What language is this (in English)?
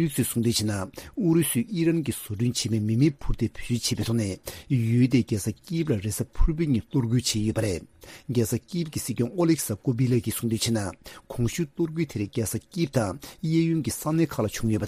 Tibetan